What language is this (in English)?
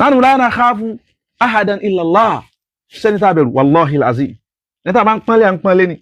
Yoruba